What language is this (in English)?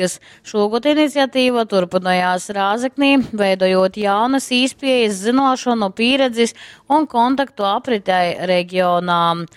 Latgalian